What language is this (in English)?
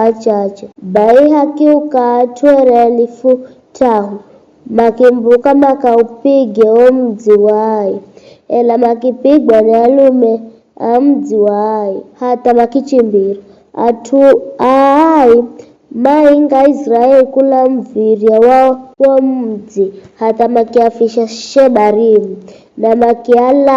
Giryama